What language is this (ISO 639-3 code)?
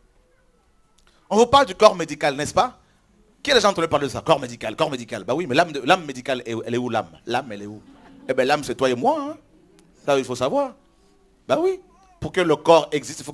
fra